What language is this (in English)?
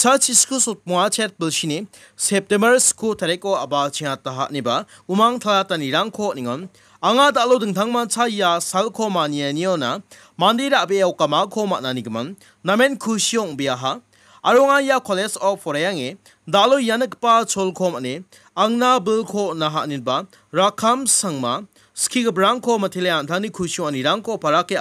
Garo